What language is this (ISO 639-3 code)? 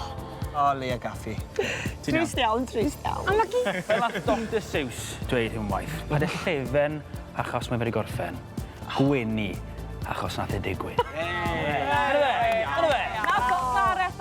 cym